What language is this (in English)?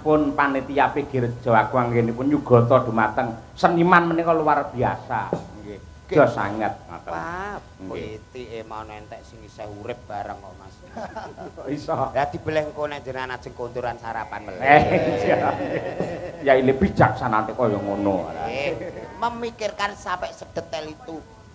Javanese